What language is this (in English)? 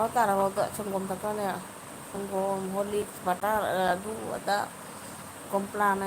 Manipuri